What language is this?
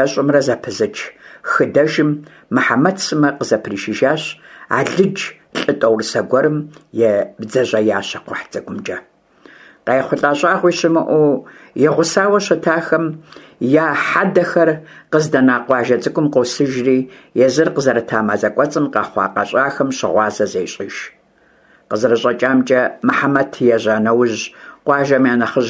Kabardian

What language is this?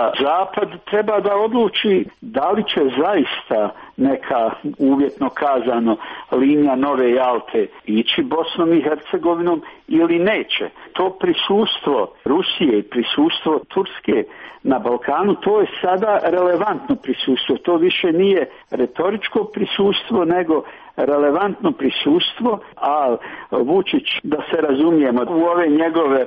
Serbian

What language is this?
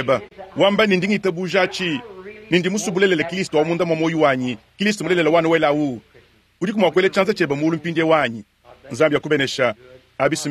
Luba-Lulua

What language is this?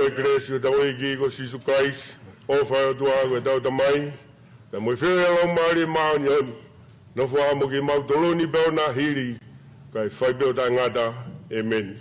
Tongan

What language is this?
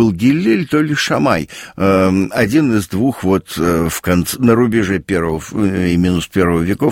Russian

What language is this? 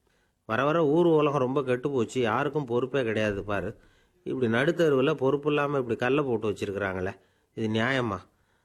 Tamil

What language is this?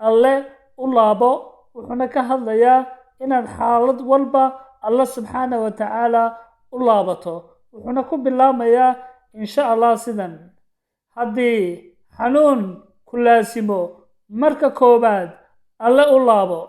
Somali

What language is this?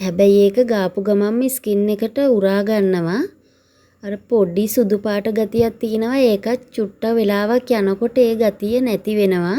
Sinhala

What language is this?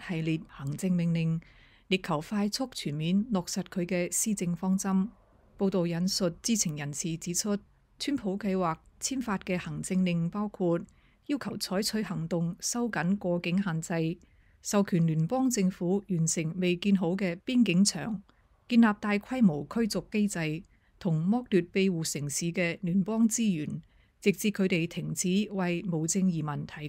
Cantonese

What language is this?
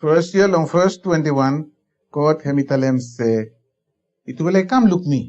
Bislama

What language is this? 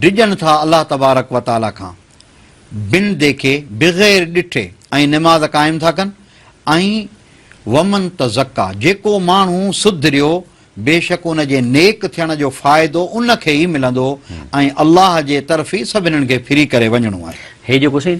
Sindhi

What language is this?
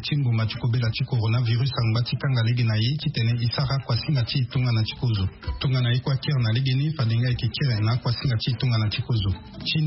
Sango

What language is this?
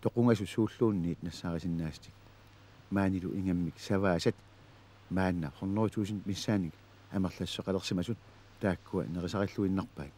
Kalaallisut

